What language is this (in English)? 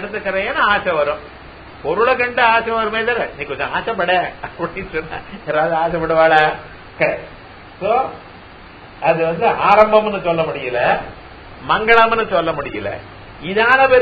Tamil